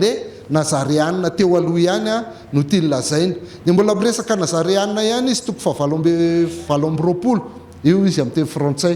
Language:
Malagasy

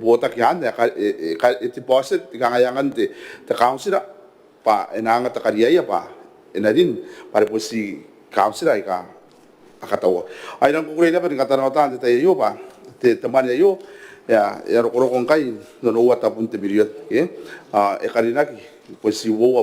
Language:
Gilbertese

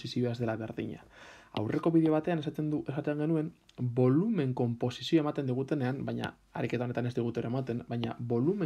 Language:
Basque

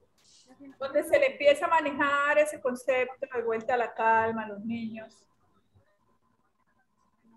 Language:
Spanish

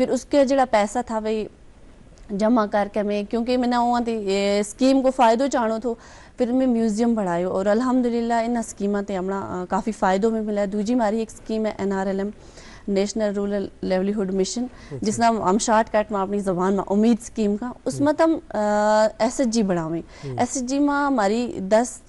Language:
Gujari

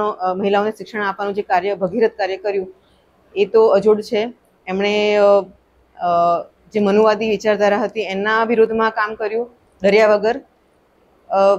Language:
Gujarati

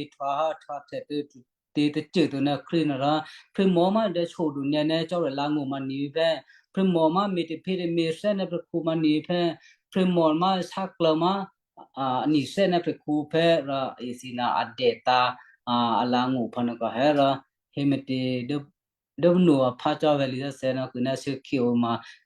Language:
Western Kayah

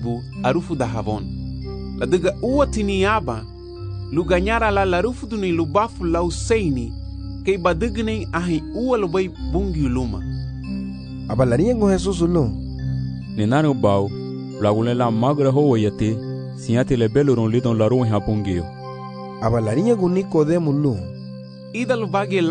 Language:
Garifuna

